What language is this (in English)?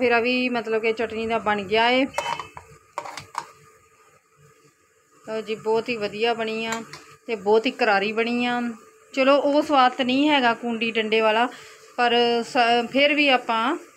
Punjabi